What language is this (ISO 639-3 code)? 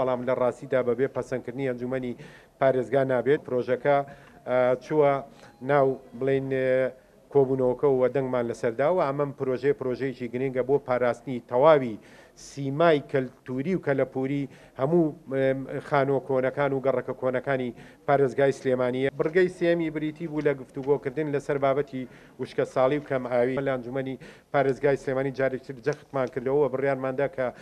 ckb